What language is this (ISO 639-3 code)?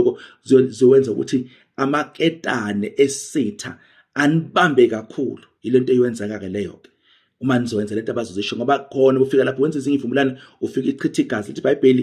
zul